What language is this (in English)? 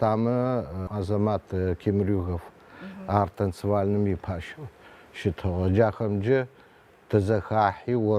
Adyghe